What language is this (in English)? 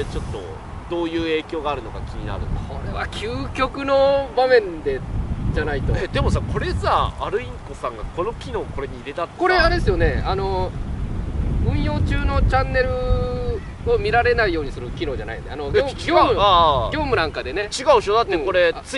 Japanese